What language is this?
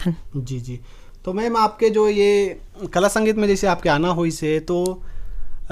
Chhattisgarhi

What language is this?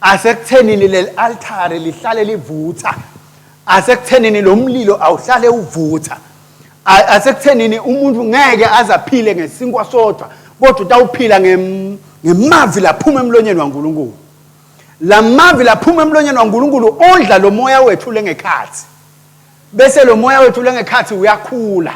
Swati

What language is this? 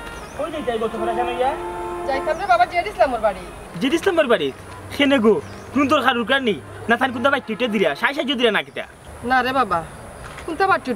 Sylheti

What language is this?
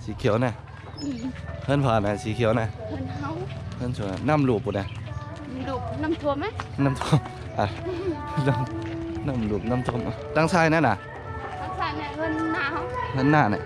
Shan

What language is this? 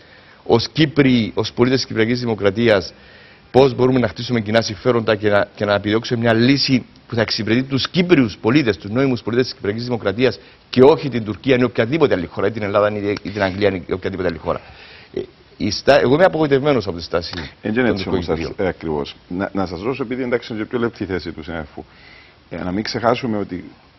Greek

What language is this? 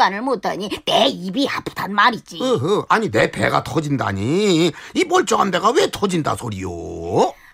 Korean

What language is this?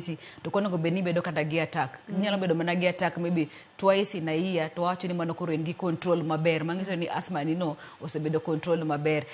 Luo (Kenya and Tanzania)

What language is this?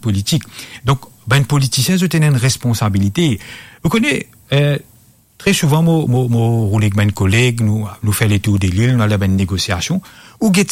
Morisyen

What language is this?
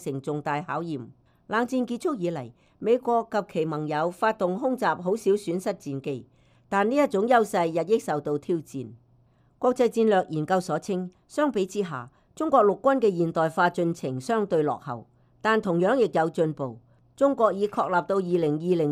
Cantonese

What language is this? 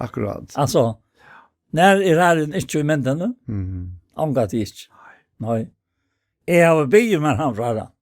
Faroese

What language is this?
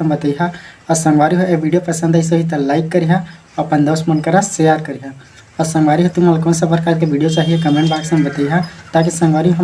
Chhattisgarhi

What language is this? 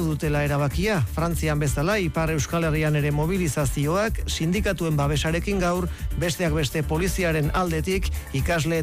Basque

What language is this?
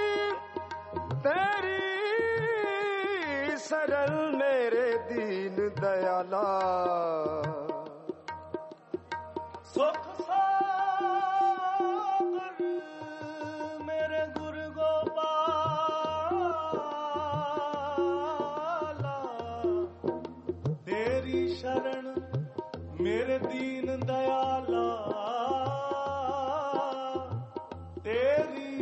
Hindi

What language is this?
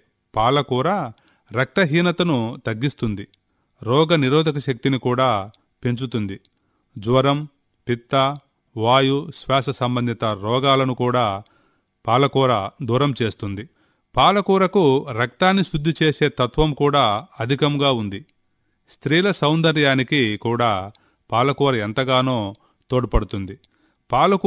Telugu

